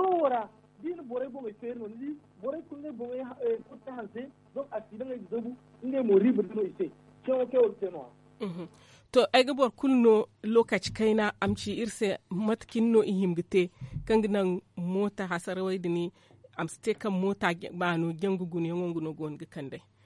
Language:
Zarma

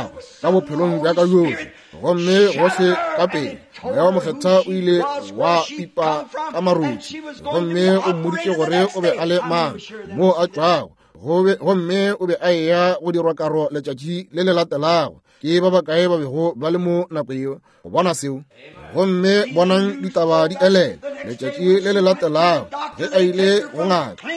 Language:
Northern Sotho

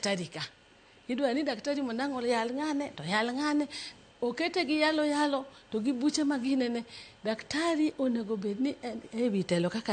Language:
Luo (Kenya and Tanzania)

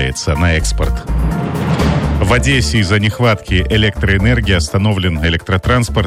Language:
Russian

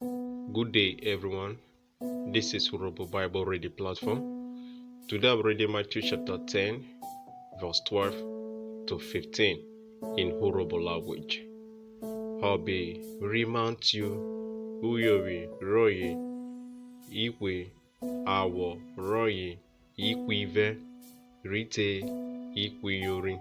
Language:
Urhobo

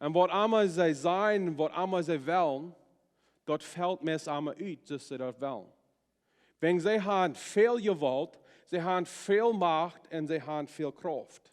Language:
Plautdietsch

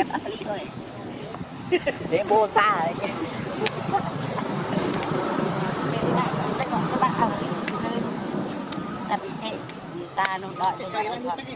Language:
Vietnamese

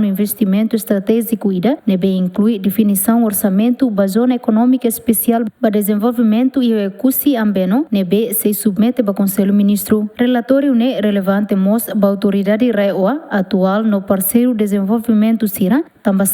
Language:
Tetum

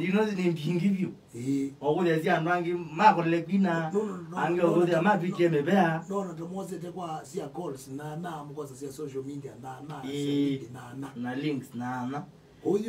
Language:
Kamba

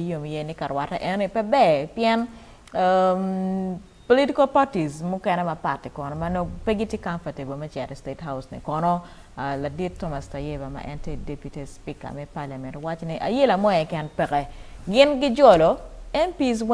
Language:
Acoli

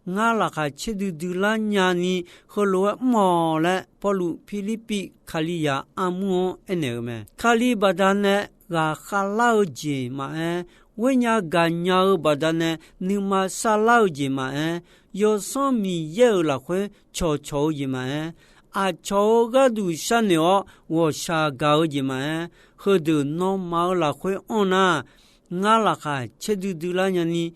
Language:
Akha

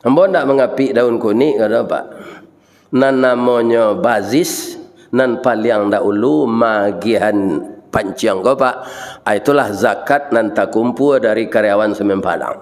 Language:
Minangkabau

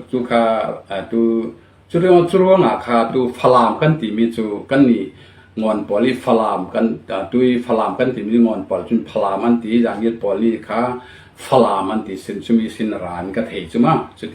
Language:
Falam Chin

